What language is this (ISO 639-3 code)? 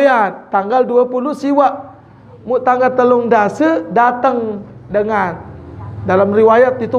sas